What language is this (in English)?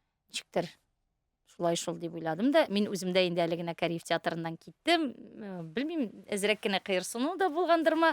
Tatar